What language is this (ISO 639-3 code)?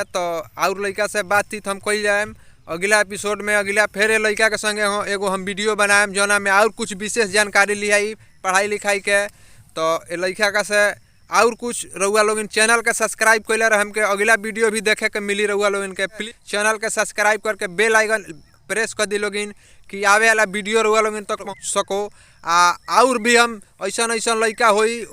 bho